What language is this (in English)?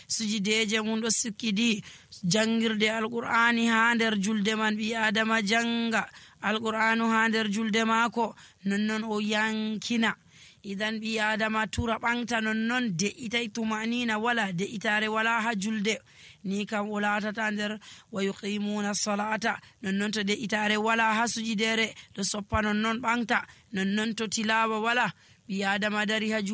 Nigerian Fulfulde